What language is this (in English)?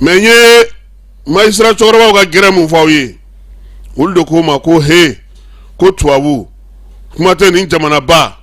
Bambara